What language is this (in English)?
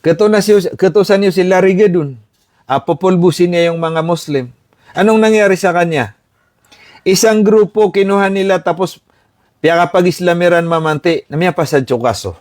Maranao